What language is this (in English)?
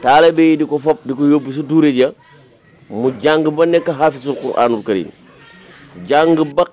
Wolof